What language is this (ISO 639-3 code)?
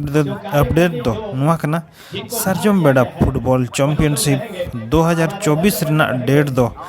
sat